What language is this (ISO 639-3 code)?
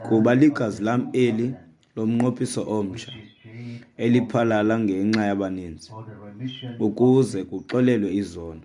xho